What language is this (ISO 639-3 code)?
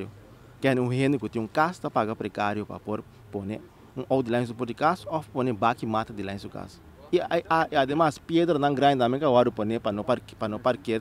pap